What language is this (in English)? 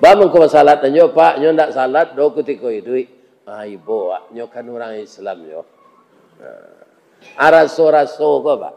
Minangkabau